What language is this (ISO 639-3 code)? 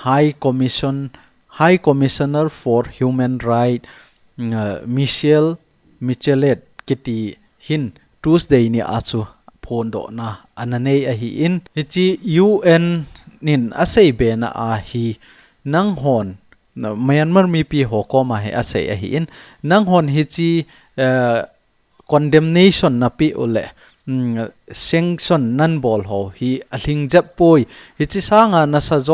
tcz